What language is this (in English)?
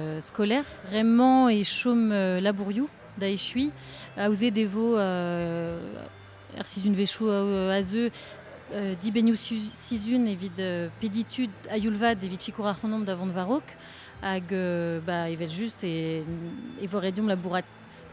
Breton